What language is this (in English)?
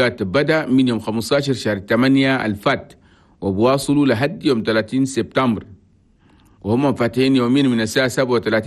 Chadian Arabic